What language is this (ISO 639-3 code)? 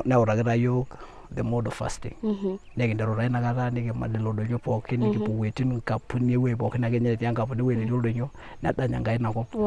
mas